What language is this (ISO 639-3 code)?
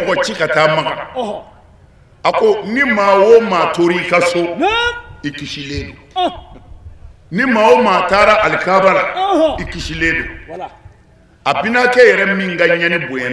bam